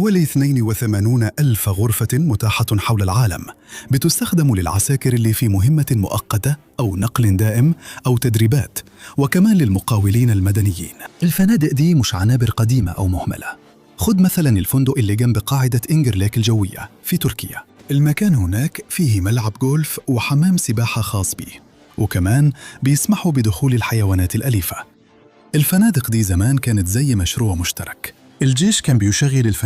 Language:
Egyptian Arabic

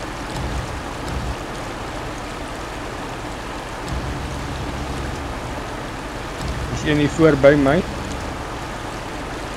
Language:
Afrikaans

